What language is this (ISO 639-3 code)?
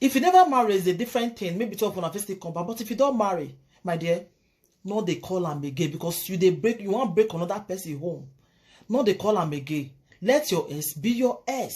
pcm